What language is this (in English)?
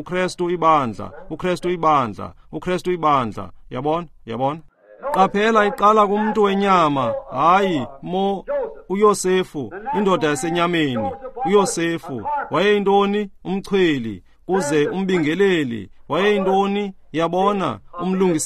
Xhosa